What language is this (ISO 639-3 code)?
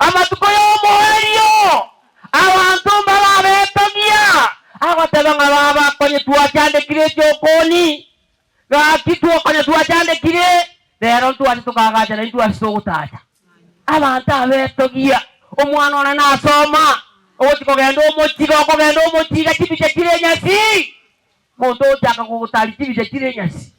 guz